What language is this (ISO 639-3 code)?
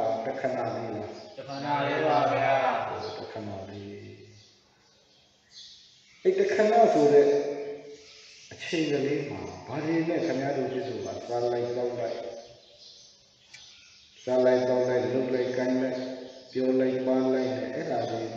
mya